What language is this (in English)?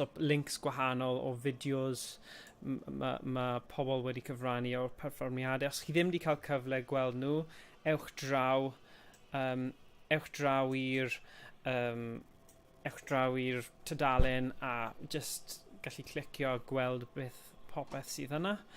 Welsh